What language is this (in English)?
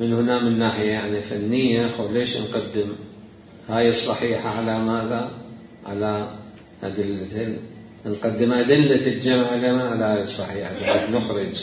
Mesopotamian Arabic